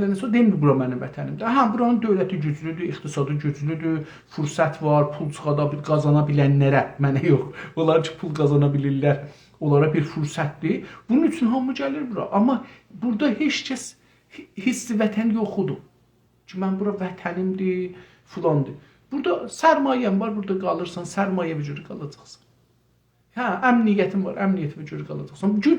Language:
South Azerbaijani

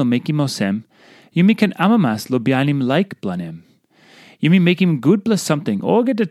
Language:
Tok Pisin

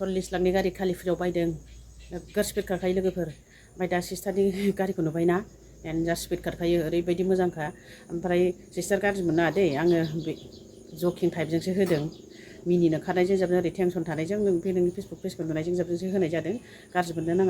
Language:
Bodo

